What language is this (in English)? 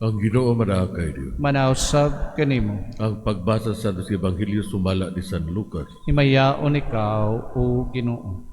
Cebuano